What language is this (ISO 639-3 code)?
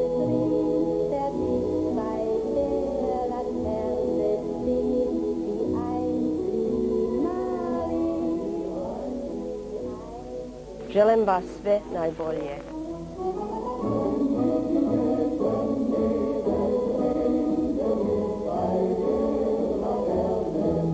srp